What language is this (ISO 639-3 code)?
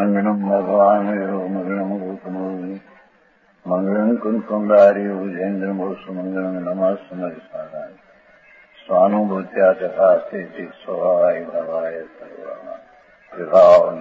guj